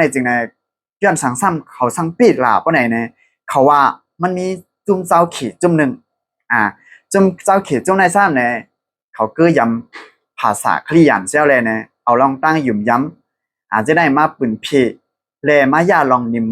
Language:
Shan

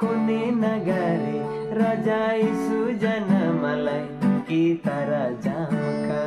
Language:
Sadri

